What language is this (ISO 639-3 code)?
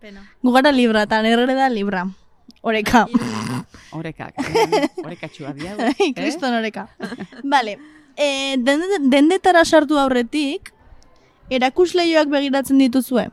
eus